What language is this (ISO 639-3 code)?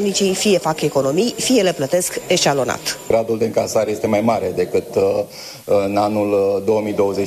ron